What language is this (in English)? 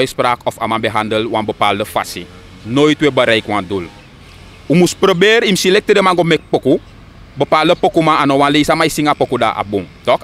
Sranan Tongo